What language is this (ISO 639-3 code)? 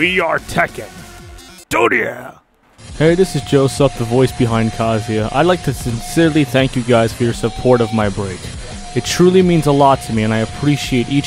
eng